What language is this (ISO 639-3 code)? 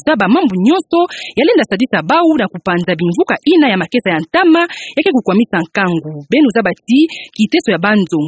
ktu